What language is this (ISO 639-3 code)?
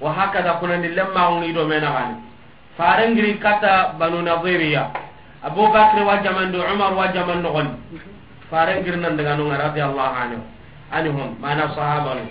snk